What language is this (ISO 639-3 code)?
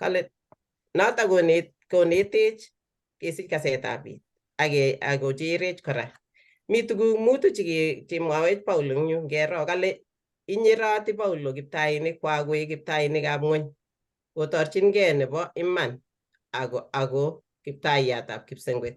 kln